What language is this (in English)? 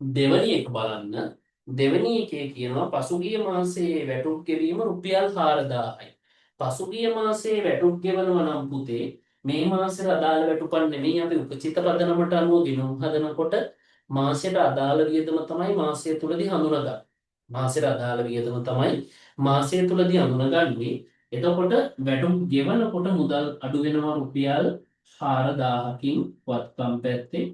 Sinhala